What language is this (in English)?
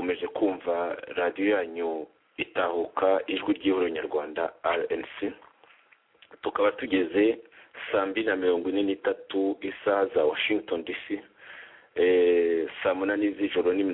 Kinyarwanda